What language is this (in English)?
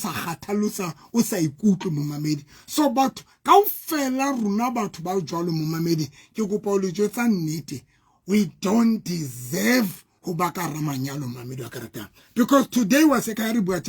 Southern Sotho